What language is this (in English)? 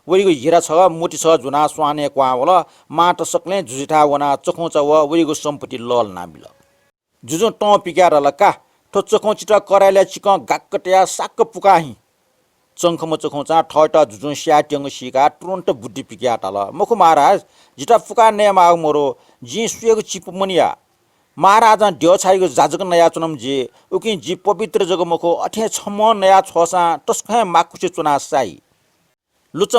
Newari